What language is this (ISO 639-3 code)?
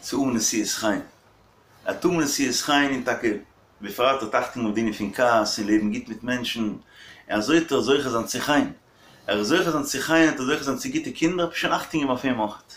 yid